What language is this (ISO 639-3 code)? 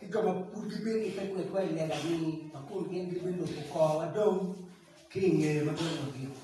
ach